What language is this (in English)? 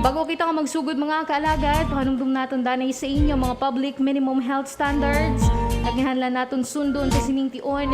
Hiligaynon